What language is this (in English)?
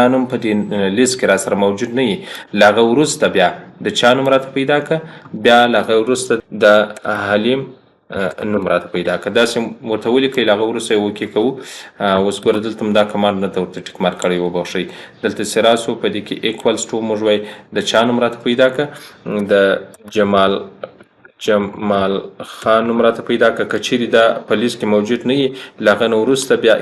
Pashto